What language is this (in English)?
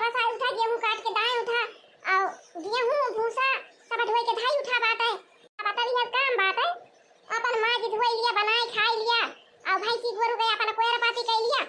Awadhi